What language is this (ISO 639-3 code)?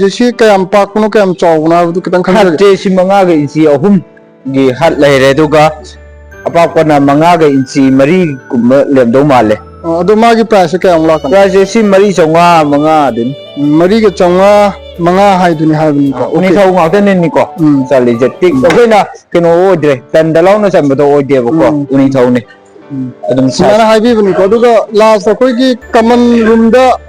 mni